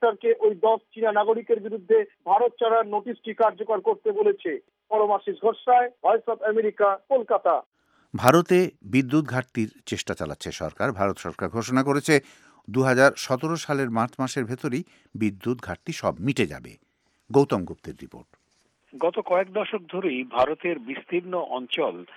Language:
Bangla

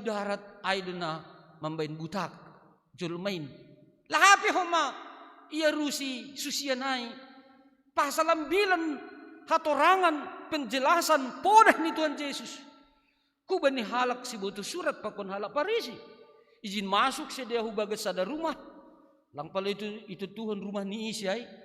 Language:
Batak Simalungun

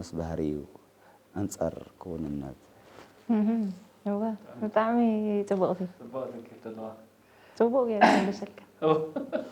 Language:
Tigrinya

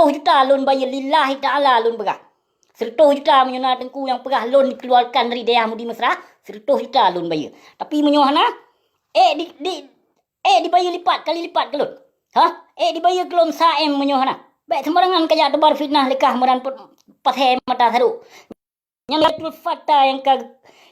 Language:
Achinese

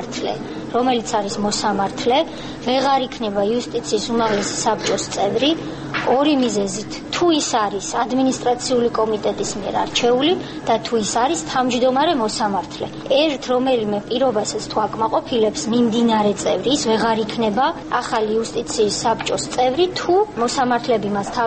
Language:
Georgian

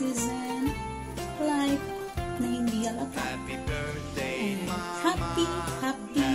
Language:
Bikol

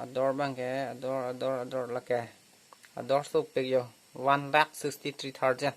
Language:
Karbi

